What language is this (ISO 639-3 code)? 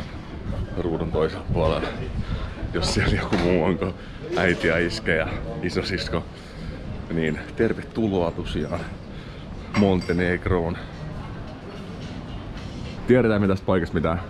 fin